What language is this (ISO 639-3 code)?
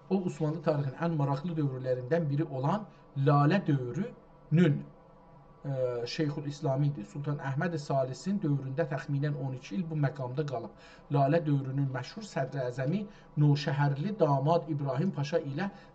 azb